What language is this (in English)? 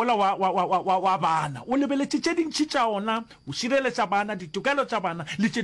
Northern Sotho